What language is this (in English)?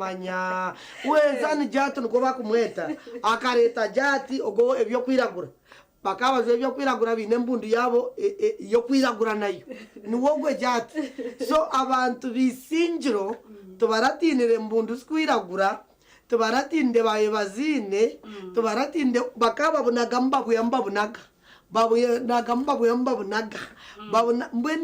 Nyankole